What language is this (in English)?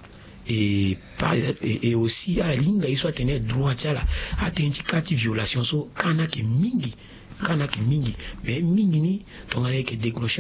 Sango